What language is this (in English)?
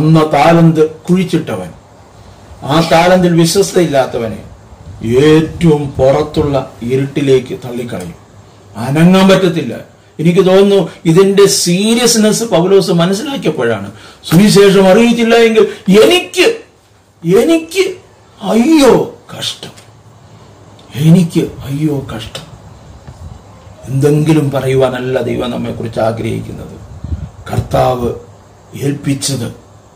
Malayalam